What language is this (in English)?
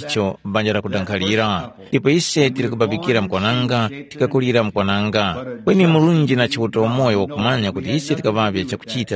Tumbuka